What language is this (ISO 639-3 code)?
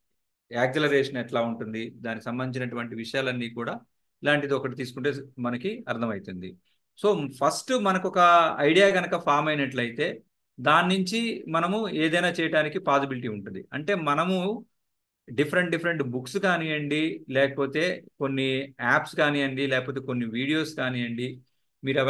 tel